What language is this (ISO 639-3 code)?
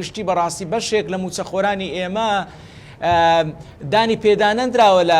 ckb